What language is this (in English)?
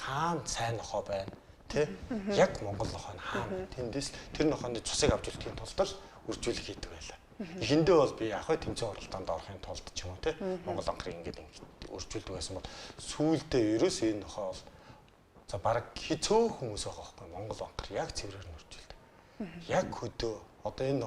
Mongolian